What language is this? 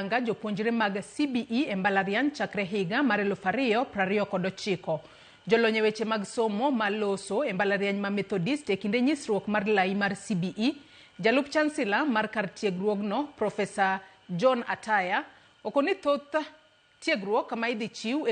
Luo (Kenya and Tanzania)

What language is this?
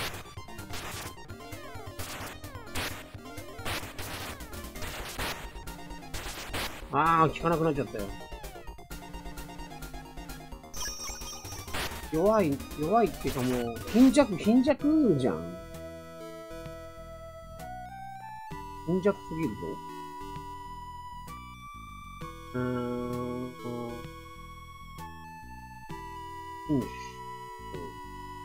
Japanese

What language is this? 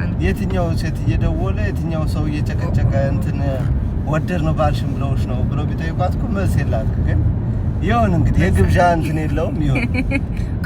Amharic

